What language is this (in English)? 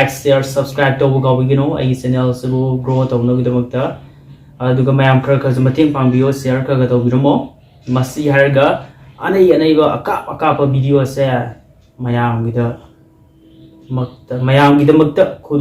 Manipuri